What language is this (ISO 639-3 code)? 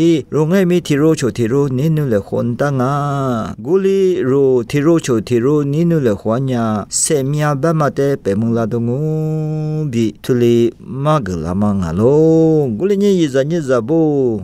lis